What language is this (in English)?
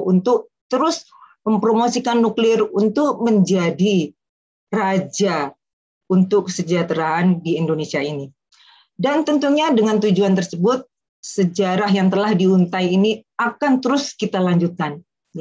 Indonesian